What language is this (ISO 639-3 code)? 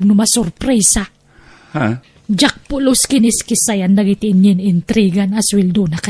ilo